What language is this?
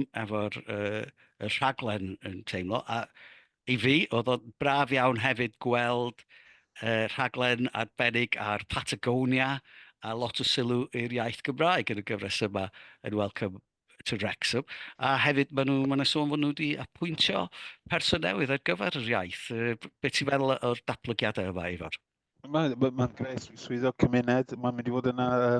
Welsh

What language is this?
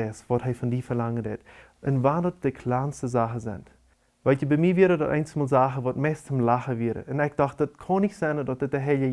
Plautdietsch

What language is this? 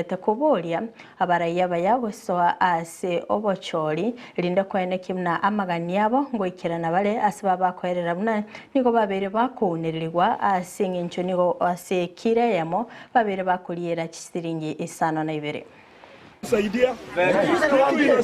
Gusii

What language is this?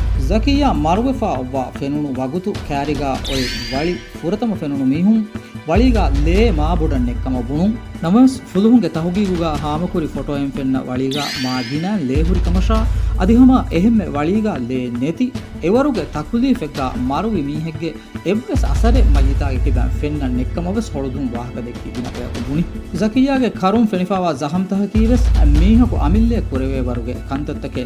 Divehi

